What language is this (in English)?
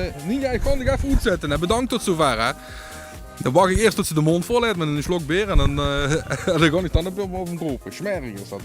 Limburgish